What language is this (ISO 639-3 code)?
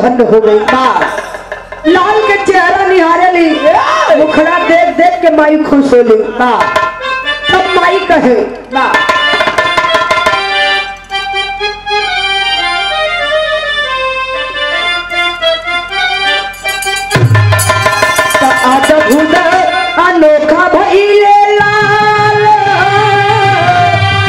bho